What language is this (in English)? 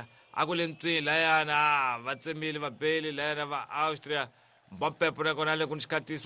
Tsonga